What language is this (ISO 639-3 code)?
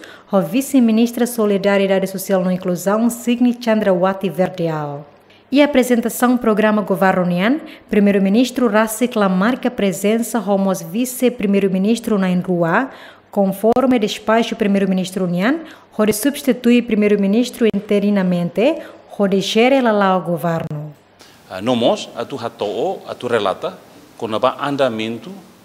tet